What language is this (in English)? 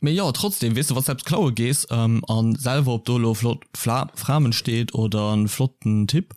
Luxembourgish